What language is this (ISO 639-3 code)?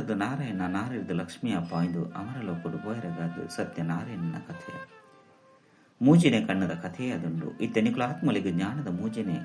tcy